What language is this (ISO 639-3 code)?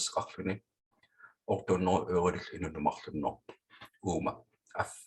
kal